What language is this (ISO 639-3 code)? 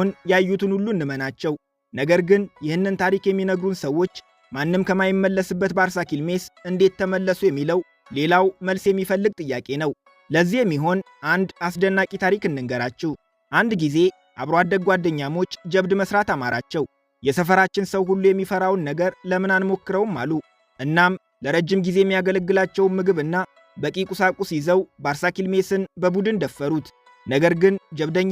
amh